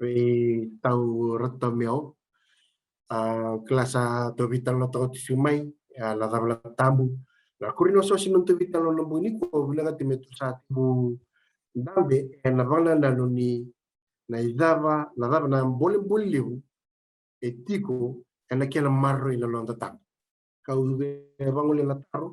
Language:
Fijian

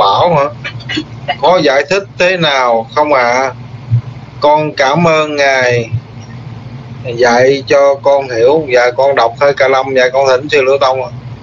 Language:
Vietnamese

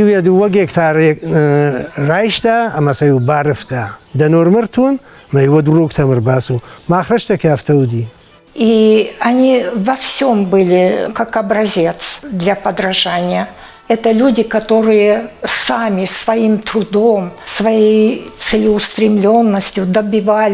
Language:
Ossetic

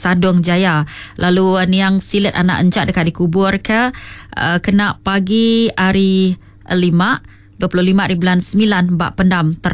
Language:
Iban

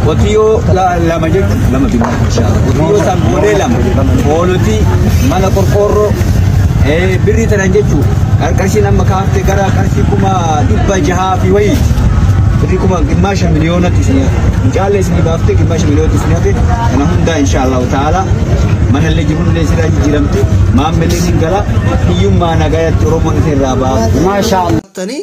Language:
Oromo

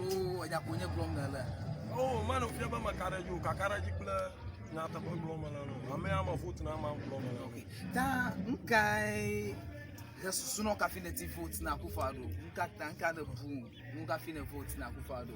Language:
Ewe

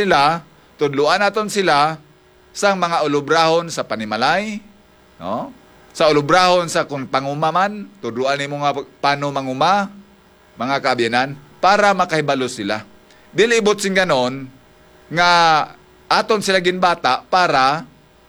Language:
Hiligaynon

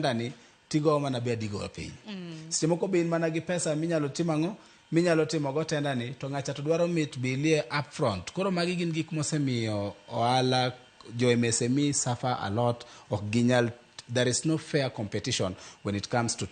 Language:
Luo (Kenya and Tanzania)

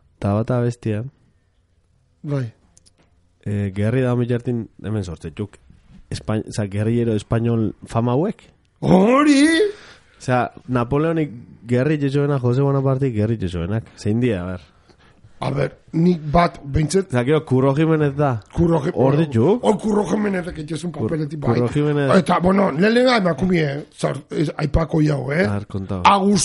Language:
Basque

